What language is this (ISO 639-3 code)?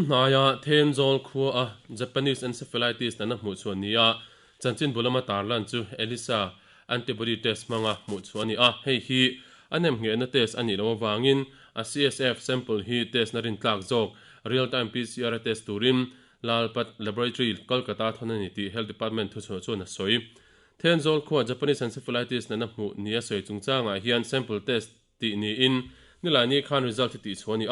lus